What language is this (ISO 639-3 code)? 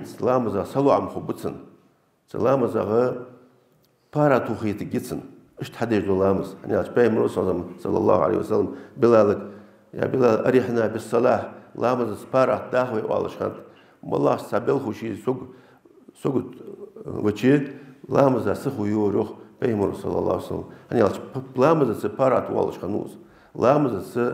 inh